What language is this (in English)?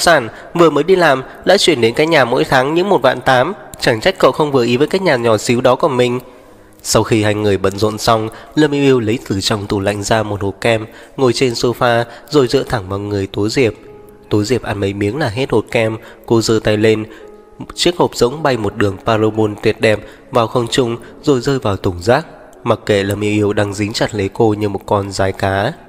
Vietnamese